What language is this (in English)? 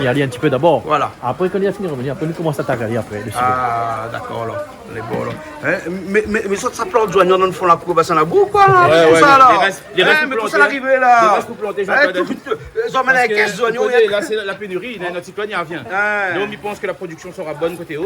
Réunion Creole French